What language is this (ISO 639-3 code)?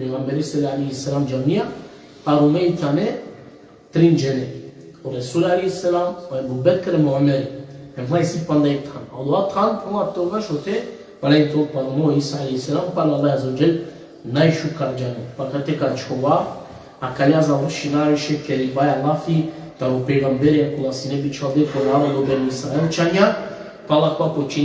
rmn